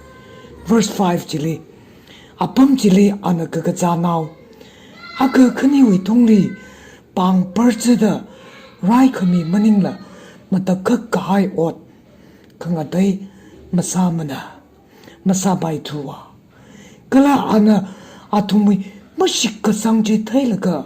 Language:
Tangkhul Naga (India)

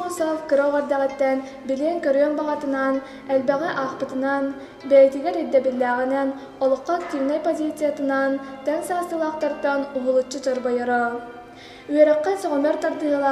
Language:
Yakut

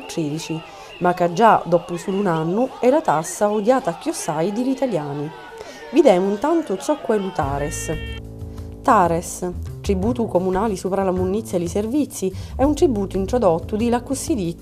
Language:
Sicilian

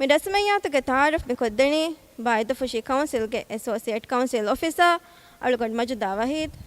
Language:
Divehi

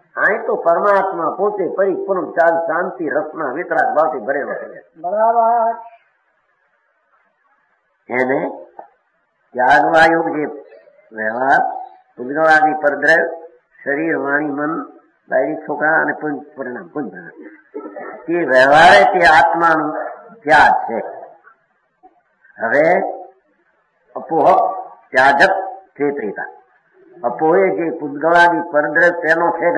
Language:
Gujarati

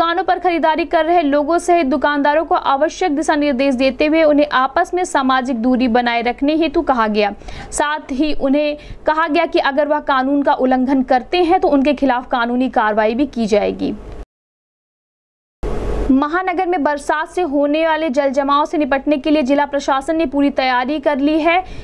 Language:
Hindi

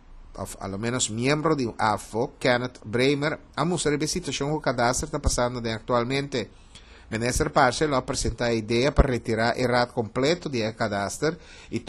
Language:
Papiamento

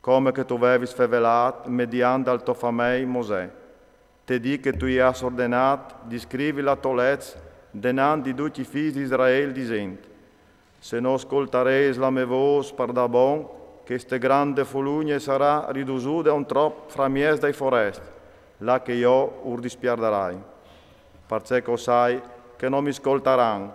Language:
Friulian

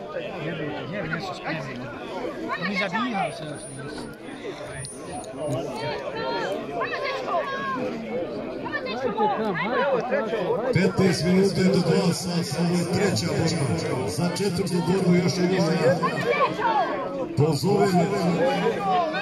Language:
Croatian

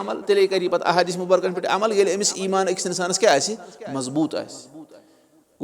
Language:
Kashmiri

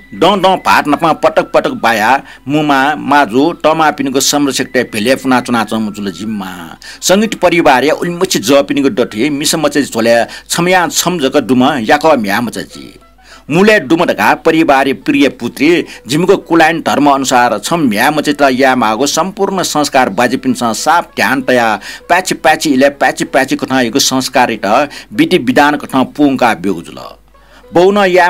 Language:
Newari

